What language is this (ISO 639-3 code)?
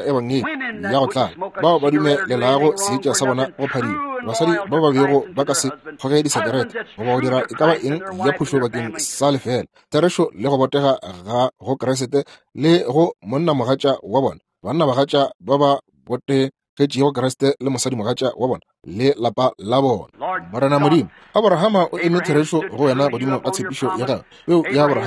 nso